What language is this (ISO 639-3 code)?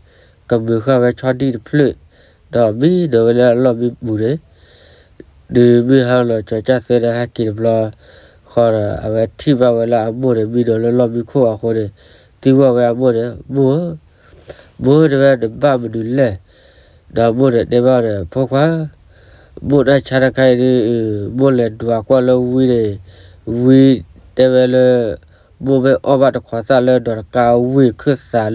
ksw